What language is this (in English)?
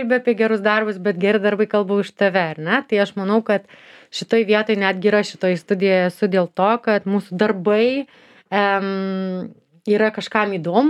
Lithuanian